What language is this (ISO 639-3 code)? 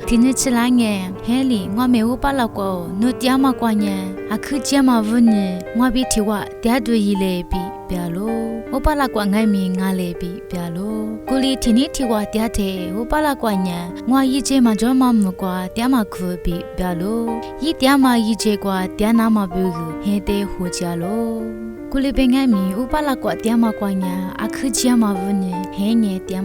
lis